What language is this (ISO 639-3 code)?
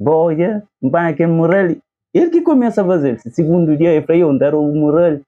kea